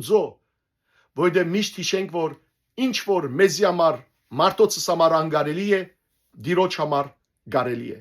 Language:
Western Armenian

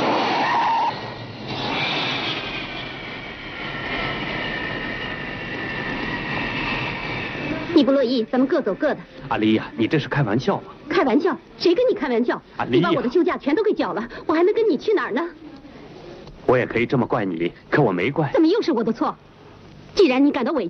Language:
Chinese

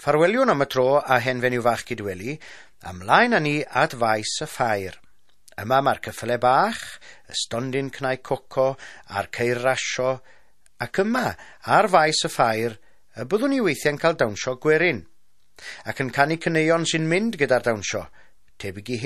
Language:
Welsh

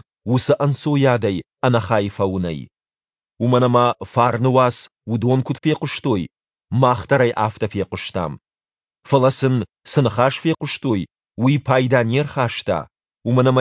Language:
Ossetic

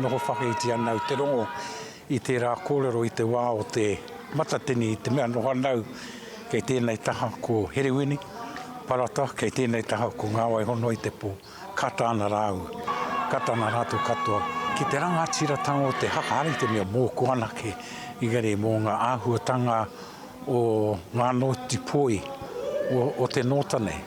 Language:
Māori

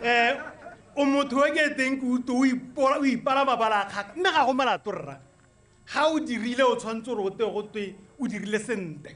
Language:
Tswana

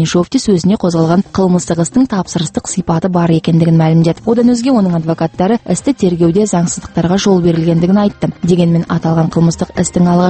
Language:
Kazakh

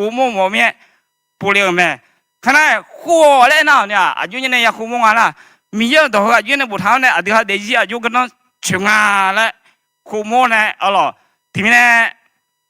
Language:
Akha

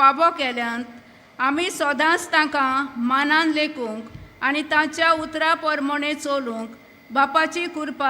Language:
Konkani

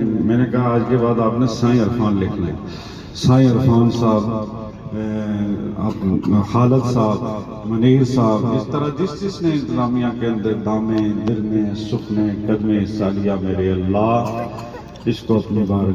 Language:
Pahari-Potwari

